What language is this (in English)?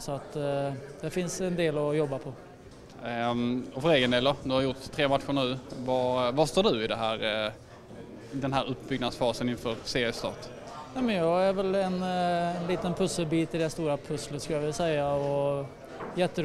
Swedish